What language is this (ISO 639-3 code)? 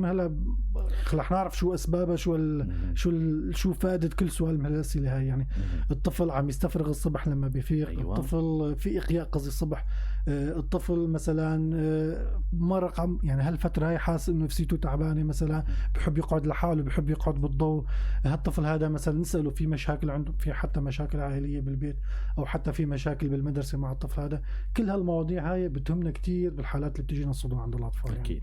apc